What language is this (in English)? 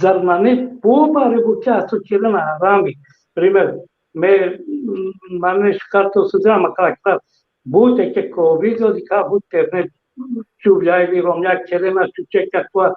Balkan Romani